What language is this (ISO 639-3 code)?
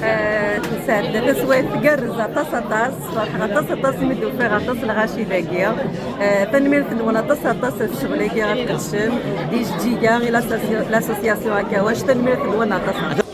kab